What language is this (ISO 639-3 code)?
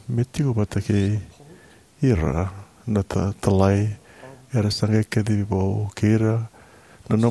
fij